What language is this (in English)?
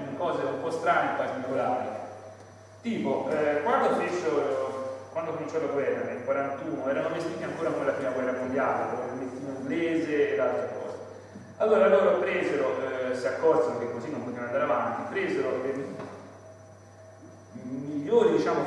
Italian